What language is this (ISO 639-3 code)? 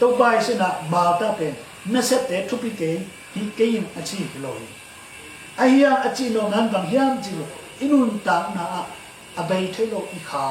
ctd